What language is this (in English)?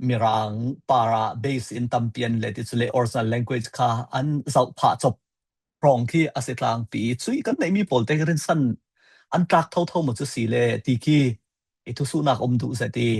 Falam Chin